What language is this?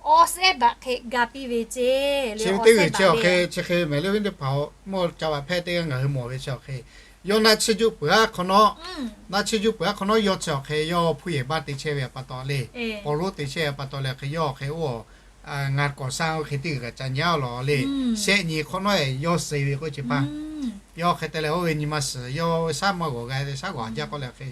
Lahu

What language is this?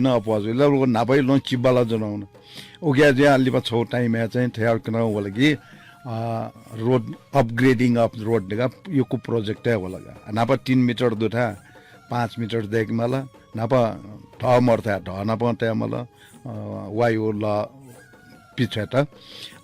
Newari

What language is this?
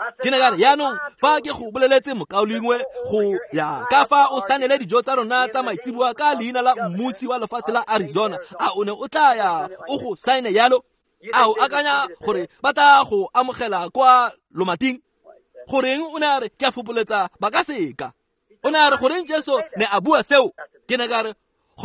Tswana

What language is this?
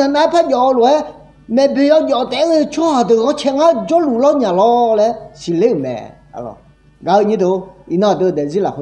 Akha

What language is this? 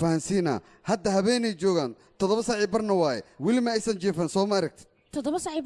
Somali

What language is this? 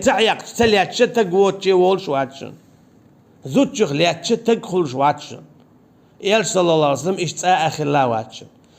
Chechen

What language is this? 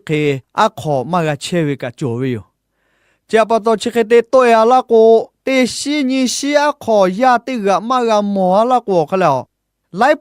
Lahu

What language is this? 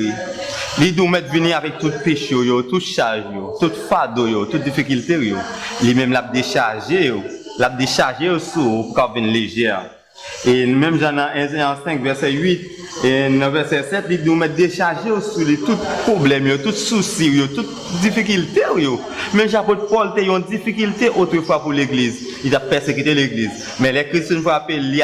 Haitian Creole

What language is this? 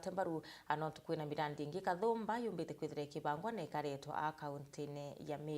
Meru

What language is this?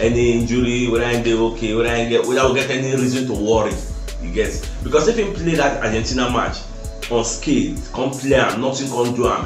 Nigerian Pidgin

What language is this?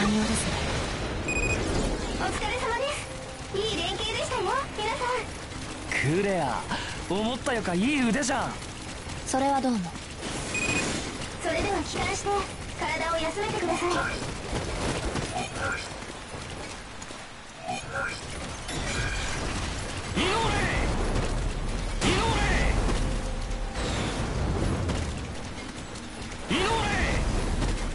Japanese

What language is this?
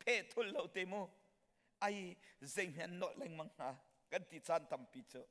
Hakha Chin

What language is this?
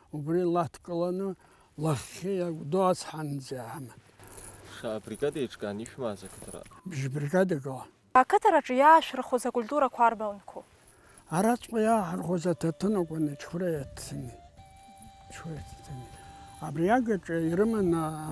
Abkhazian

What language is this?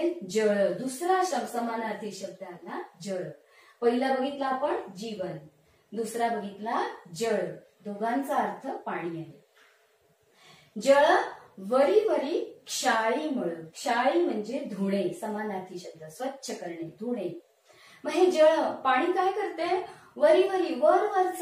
Marathi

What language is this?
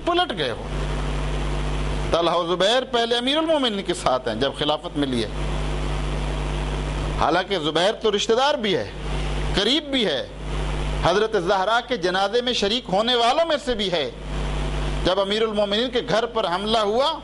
Urdu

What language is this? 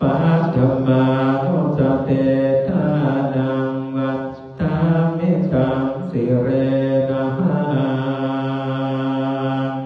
Pali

